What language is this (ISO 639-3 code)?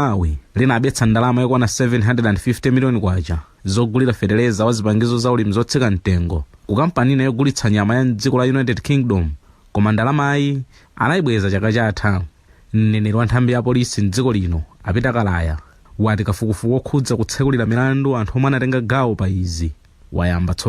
nya